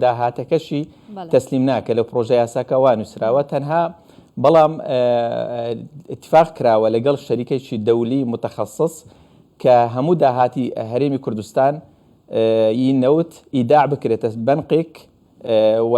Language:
Central Kurdish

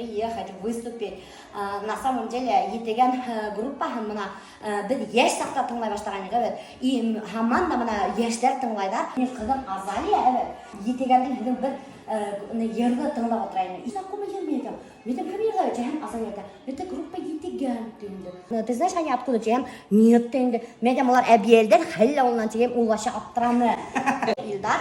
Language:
Bashkir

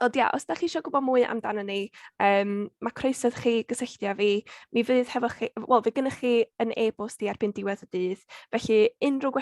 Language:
Welsh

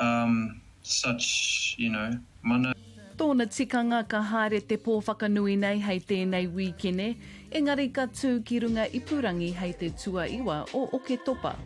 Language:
Māori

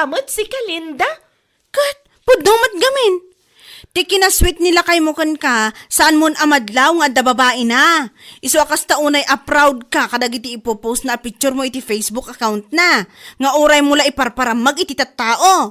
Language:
Iloko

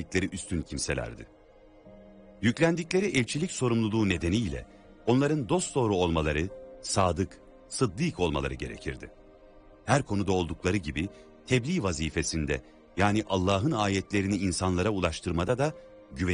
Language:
Turkish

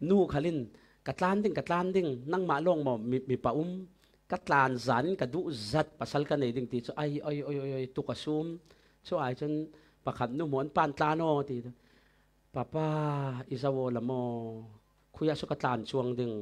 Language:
Falam Chin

